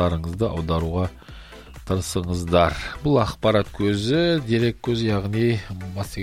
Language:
Kazakh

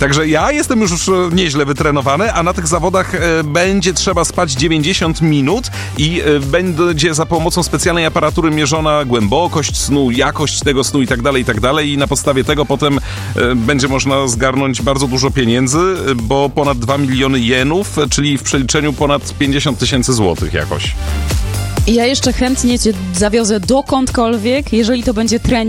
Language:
Polish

